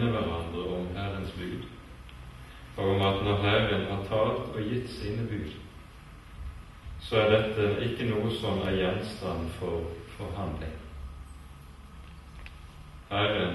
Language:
Norwegian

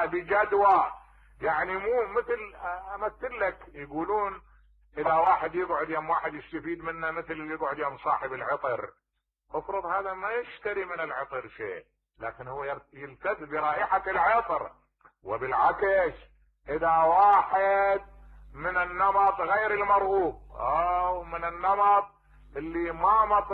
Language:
Mesopotamian Arabic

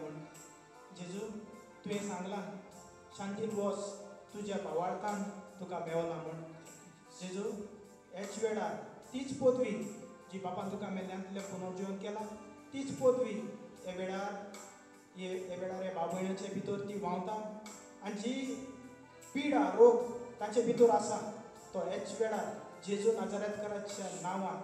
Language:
Konkani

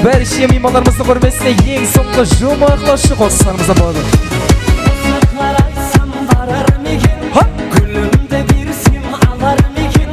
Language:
Kara-Kalpak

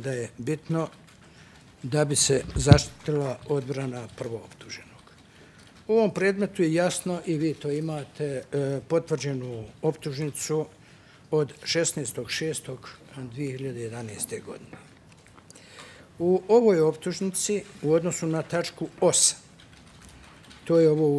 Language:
Bosnian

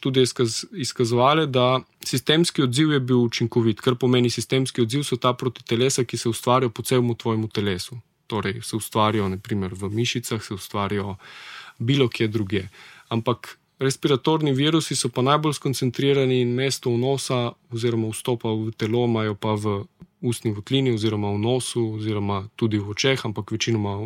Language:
Slovenian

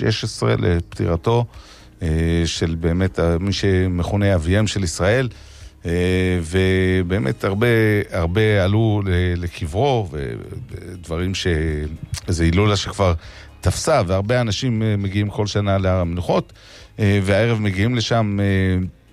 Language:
Hebrew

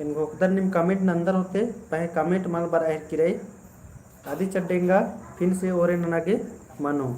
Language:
Kurukh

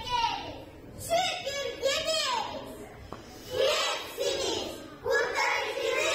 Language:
Gagauz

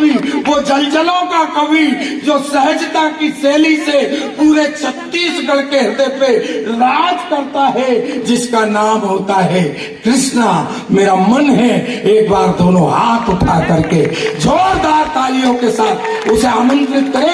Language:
Chhattisgarhi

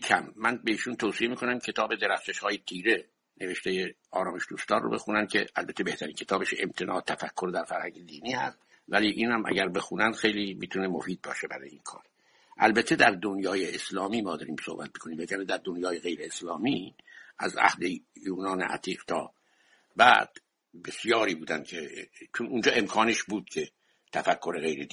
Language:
Persian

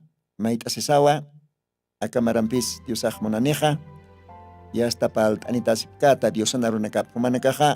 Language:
Aymara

